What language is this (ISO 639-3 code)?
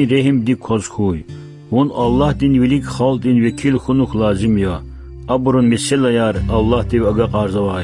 lez